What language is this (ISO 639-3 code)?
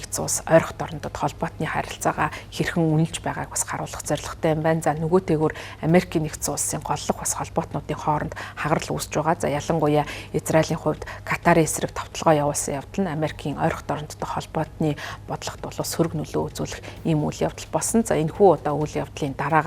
mon